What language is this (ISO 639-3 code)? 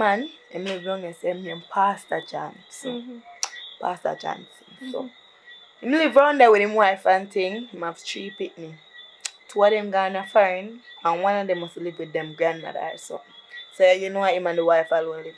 jam